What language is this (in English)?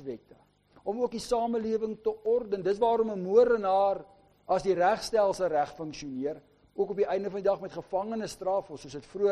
Afrikaans